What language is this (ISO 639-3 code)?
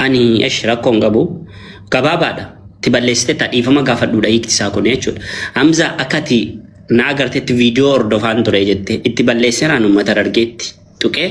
orm